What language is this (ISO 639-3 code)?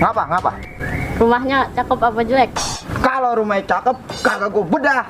bew